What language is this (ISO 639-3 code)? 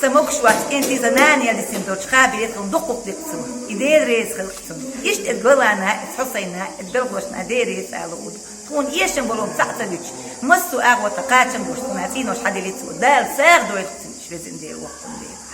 che